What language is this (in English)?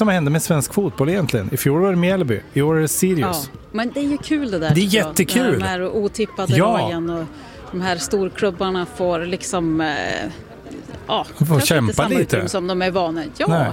Swedish